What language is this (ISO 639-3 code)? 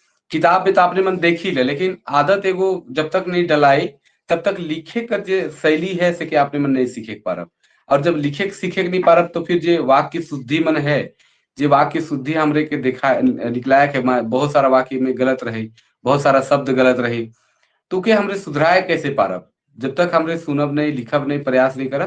sck